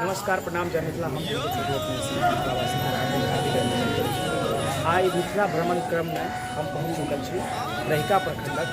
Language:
Maithili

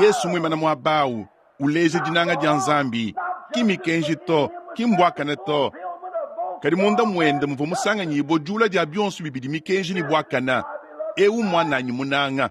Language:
Luba-Lulua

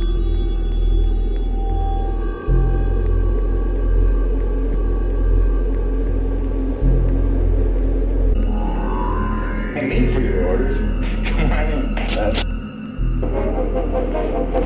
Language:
English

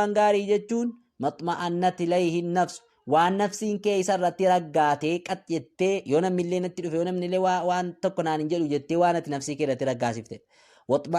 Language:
Oromo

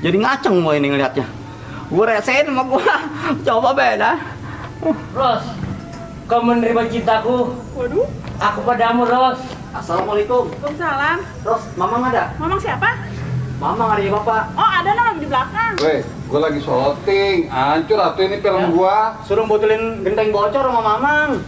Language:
Betawi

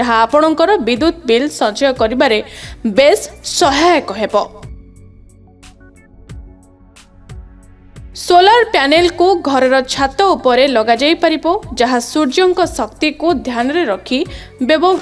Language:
Odia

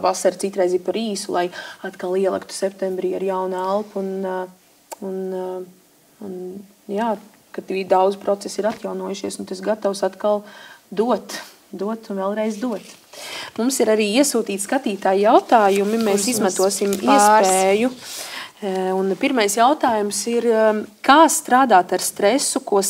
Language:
Latvian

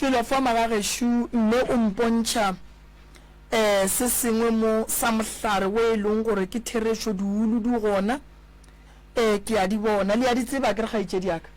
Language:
Northern Sotho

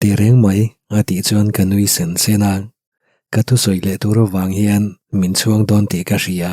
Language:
Mizo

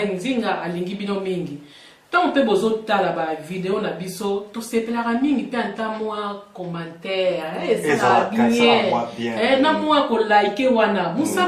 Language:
Lingala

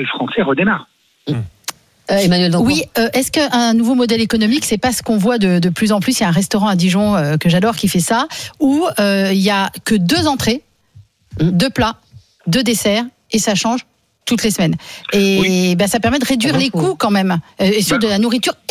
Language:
French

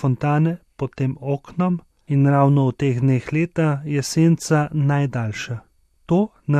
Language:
Slovenian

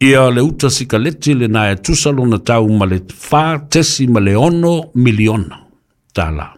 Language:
Samoan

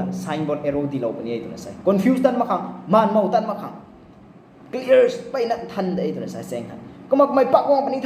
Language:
Rongmei Naga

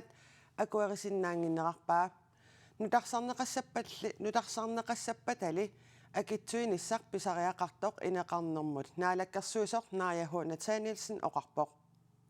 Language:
Kalaallisut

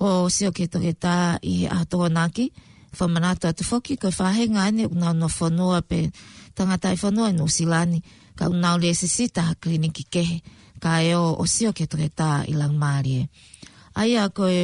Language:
Tongan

